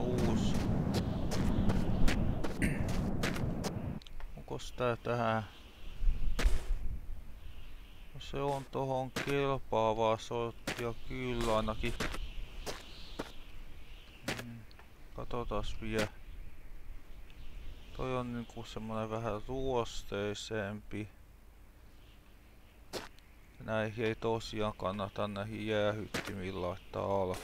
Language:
Finnish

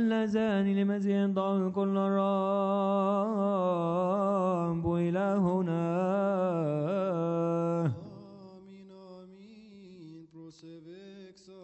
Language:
Arabic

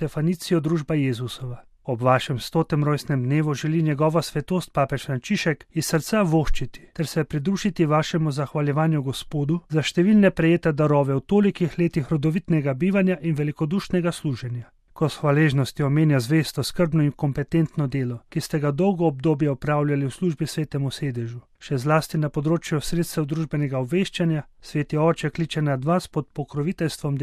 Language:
Slovenian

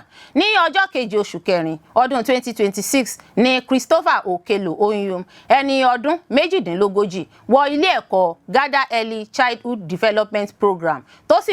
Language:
Yoruba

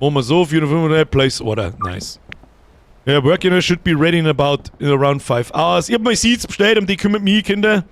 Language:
Bavarian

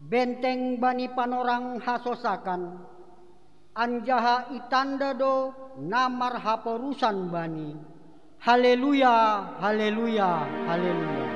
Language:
Batak Simalungun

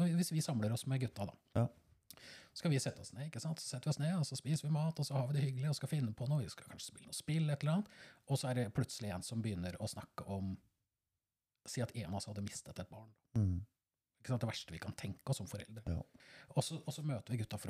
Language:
Norwegian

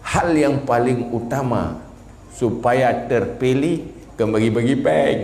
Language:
Achinese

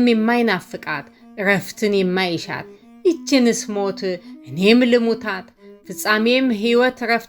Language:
Amharic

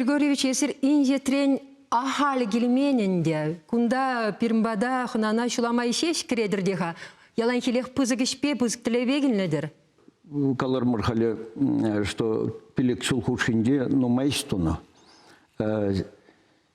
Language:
Chuvash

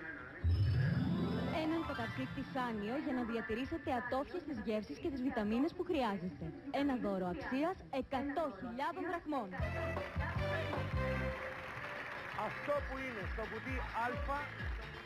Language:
Greek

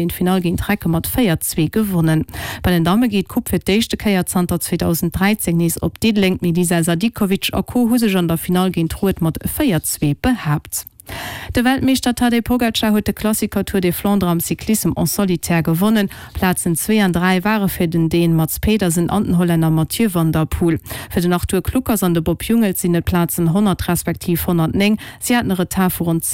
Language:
Luxembourgish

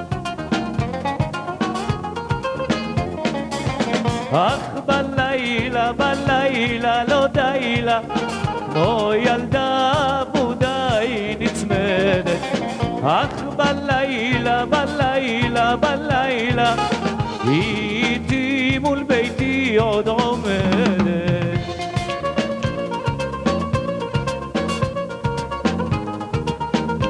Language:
Hebrew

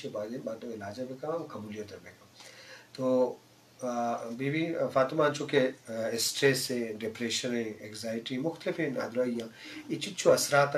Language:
Baluchi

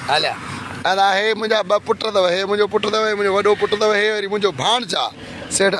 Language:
Sindhi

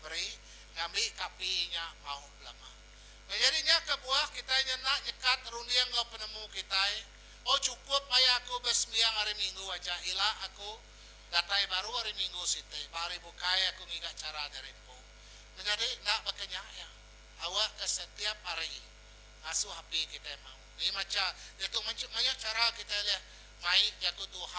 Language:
Iban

